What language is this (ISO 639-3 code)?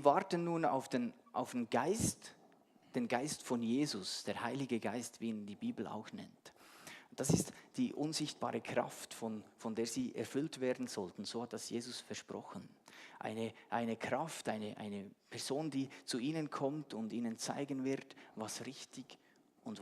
gsw